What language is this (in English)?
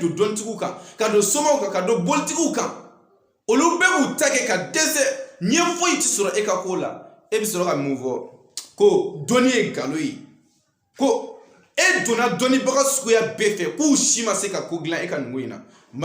Bambara